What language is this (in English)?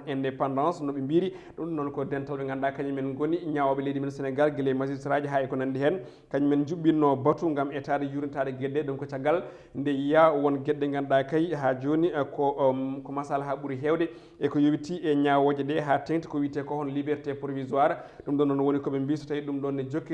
Fula